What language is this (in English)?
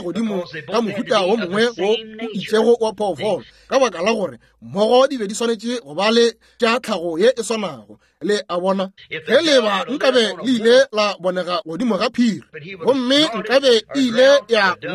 Northern Sotho